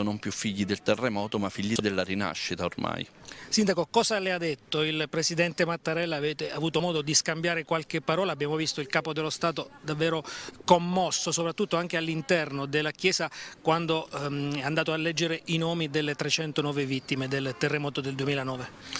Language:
Italian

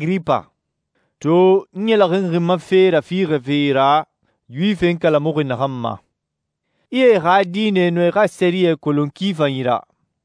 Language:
Susu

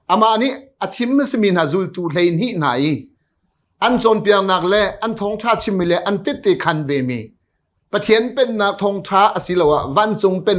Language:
Hakha Chin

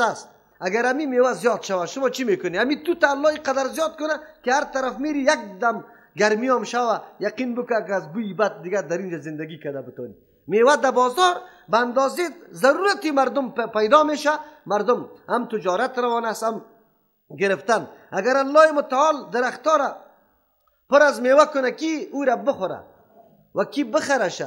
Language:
Persian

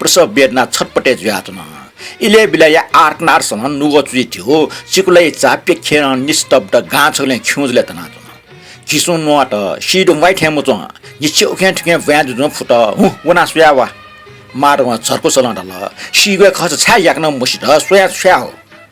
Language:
Newari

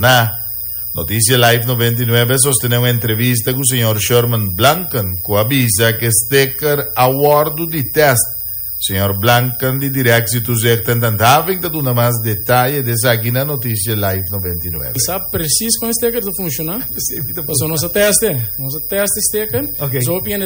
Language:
Papiamento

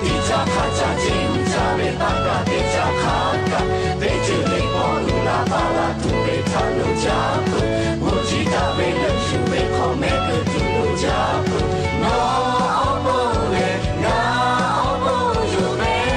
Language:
Lahu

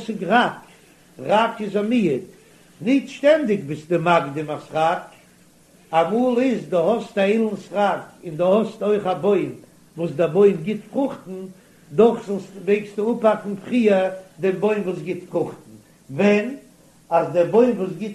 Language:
Yiddish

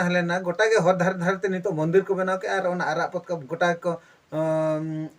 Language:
Santali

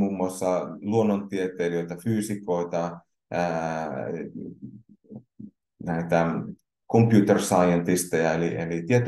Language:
Finnish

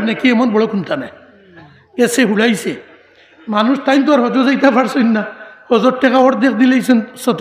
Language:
Sylheti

